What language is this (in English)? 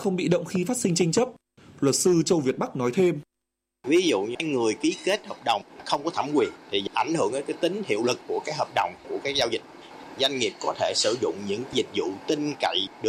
Vietnamese